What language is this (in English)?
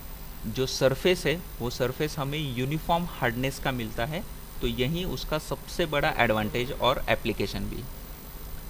Hindi